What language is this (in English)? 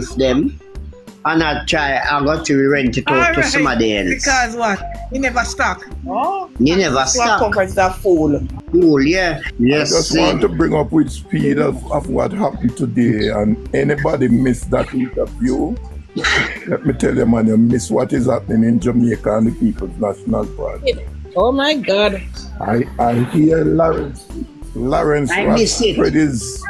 Jamaican Creole English